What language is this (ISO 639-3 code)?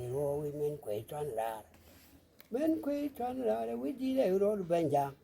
nus